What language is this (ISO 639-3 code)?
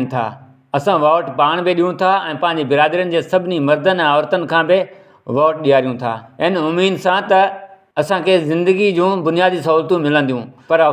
snd